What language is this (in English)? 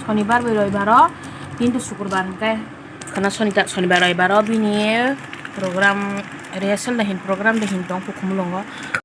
Kok Borok